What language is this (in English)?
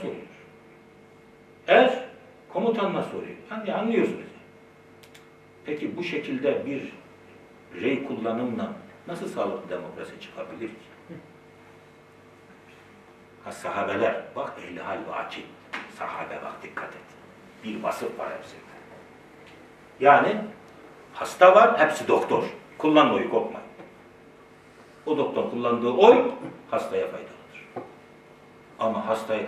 Turkish